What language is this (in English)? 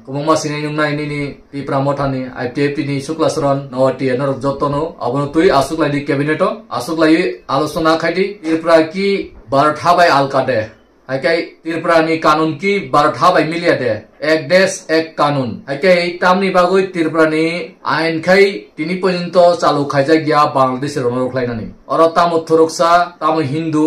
Kok Borok